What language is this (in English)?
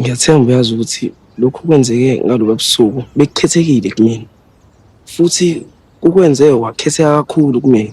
Zulu